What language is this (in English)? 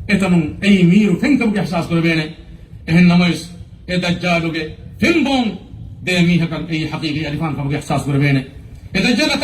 Divehi